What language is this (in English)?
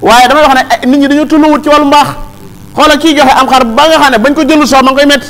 Wolof